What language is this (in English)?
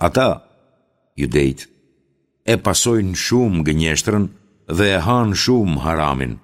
Albanian